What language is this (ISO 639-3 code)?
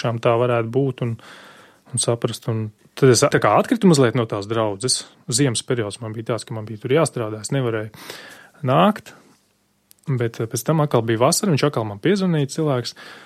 lav